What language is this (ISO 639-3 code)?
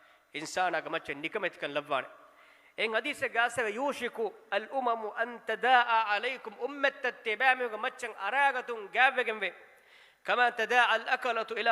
div